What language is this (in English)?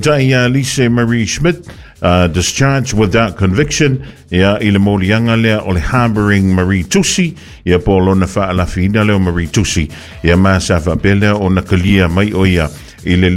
Samoan